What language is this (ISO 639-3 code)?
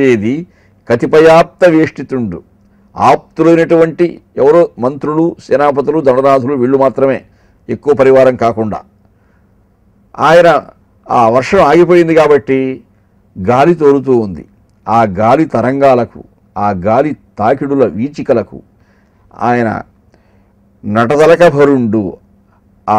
tel